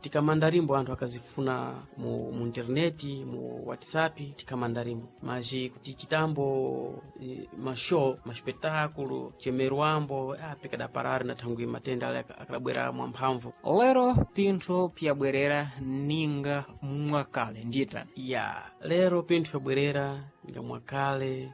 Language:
Sena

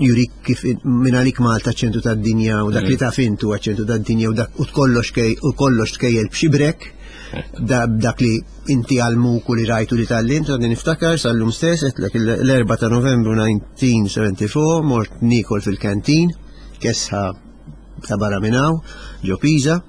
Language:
Maltese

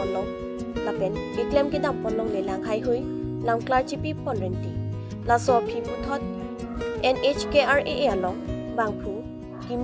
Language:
Karbi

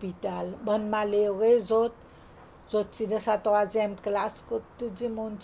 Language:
Seselwa Creole French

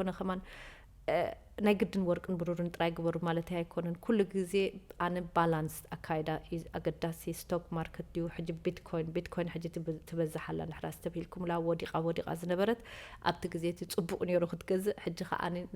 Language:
Tigrinya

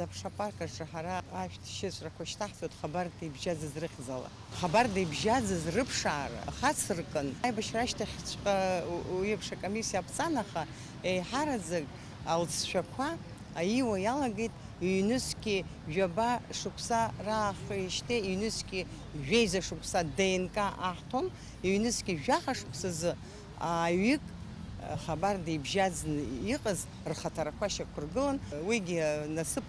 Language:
Abkhazian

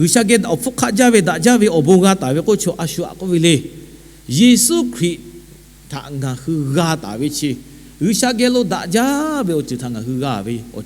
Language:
Lahu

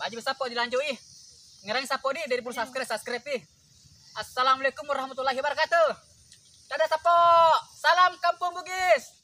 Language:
Buginese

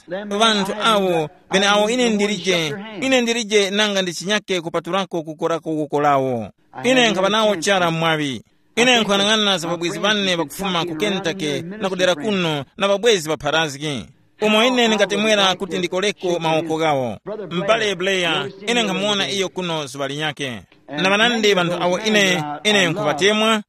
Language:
Tumbuka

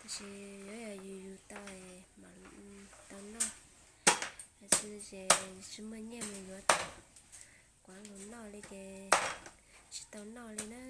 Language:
Hmong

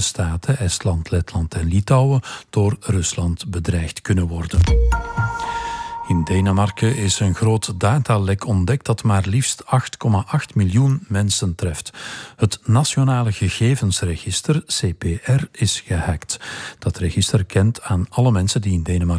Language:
Dutch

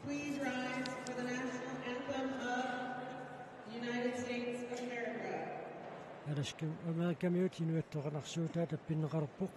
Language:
Kalaallisut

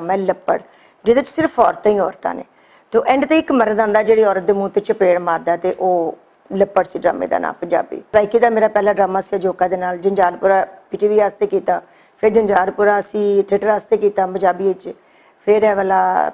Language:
Western Panjabi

